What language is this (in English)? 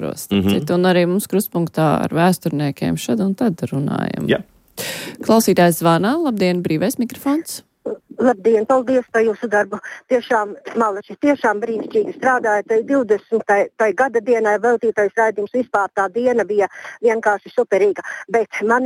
Latvian